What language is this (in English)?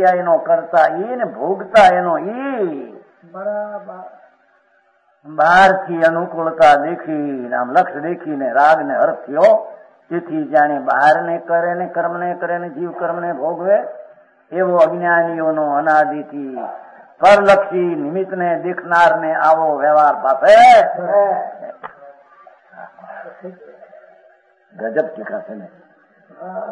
Gujarati